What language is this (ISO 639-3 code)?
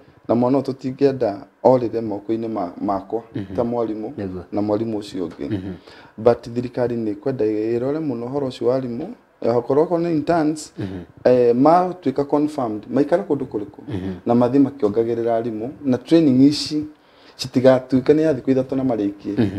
kik